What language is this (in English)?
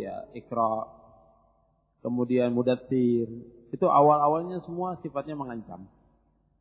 Indonesian